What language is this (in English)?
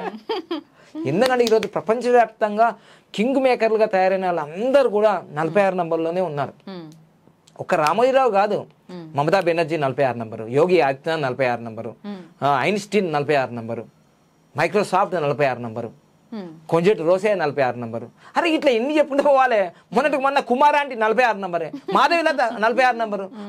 Telugu